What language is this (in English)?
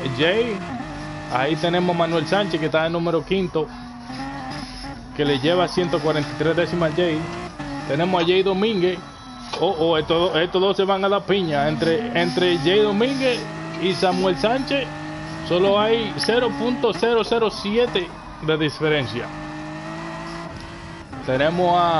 Spanish